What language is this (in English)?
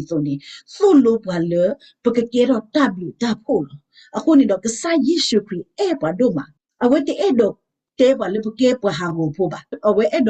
S'gaw Karen